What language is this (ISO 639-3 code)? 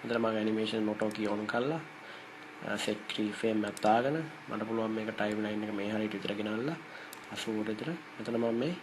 sin